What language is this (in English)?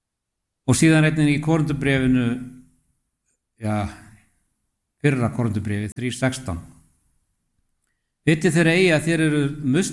Icelandic